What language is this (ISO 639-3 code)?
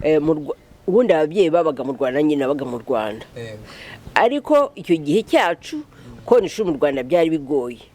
kin